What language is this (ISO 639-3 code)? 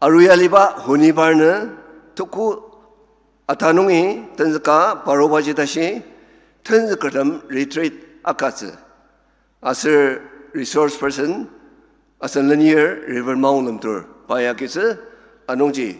njo